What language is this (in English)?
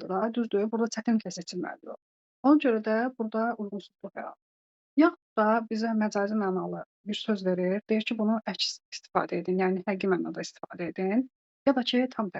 Azerbaijani